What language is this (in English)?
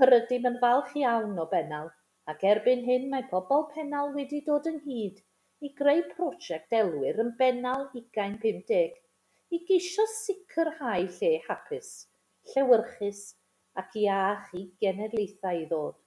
Welsh